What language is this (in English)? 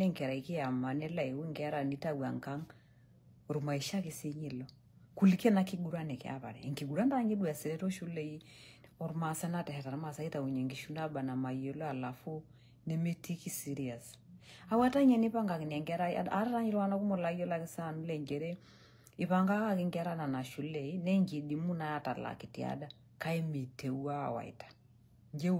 Masai